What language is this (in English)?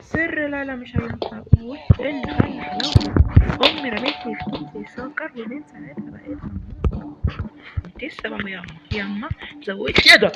Egyptian Arabic